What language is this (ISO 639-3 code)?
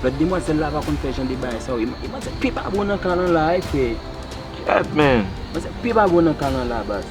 hat